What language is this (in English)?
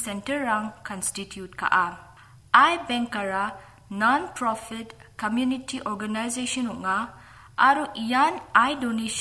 Garo